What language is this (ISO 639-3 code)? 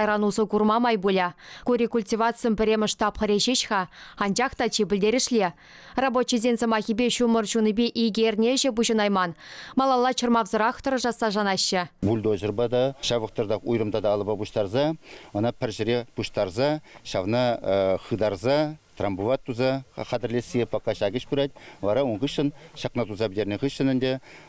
chv